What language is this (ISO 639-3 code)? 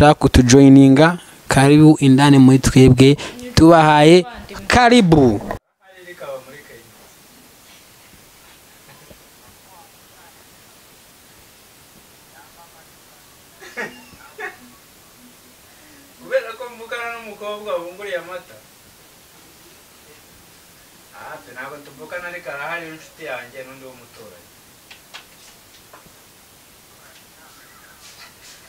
kin